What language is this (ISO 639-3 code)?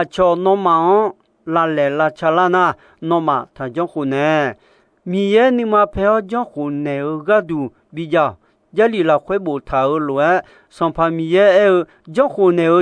ahk